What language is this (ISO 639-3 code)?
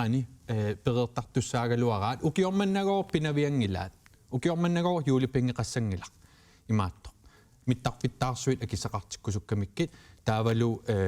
kal